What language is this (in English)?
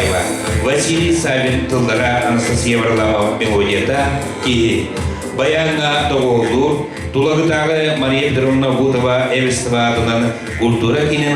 Yakut